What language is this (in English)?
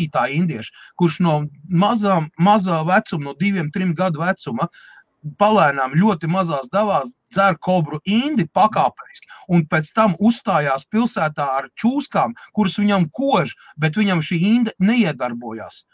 Latvian